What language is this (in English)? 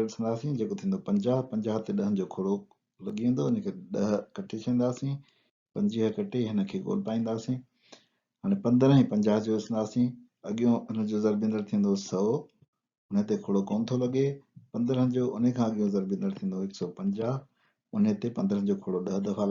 Sindhi